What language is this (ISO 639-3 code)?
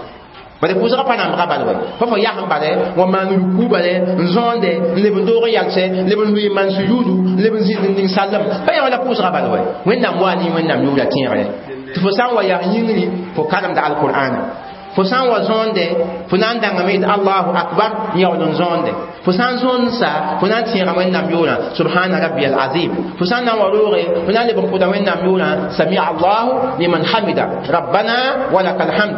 mos